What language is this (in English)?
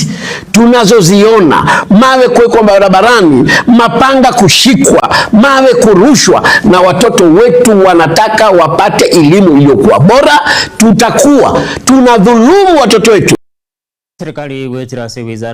Gusii